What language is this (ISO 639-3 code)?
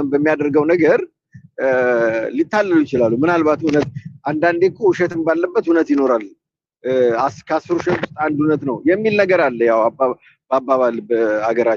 amh